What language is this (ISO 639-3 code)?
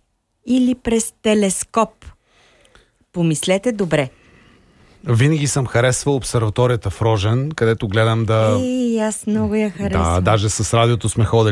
bul